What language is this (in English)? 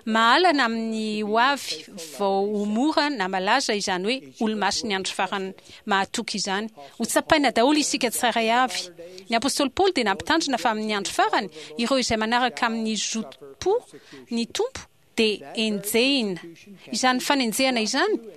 Malagasy